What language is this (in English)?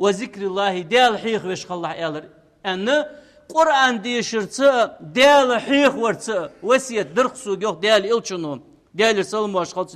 Ingush